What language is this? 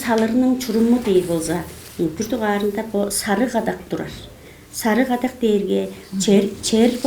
Tuvinian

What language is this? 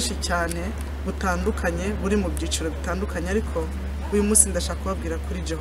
Kinyarwanda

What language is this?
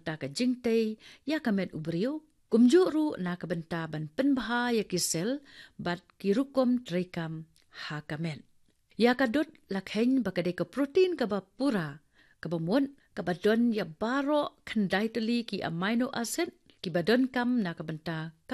Khasi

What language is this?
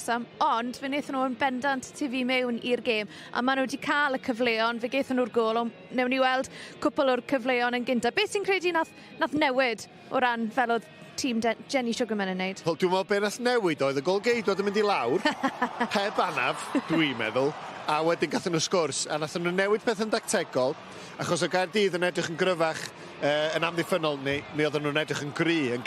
Welsh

